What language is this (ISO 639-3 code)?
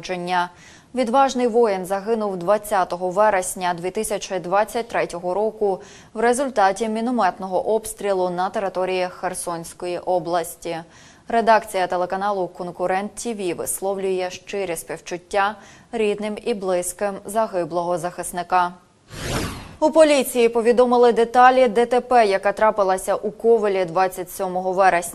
ukr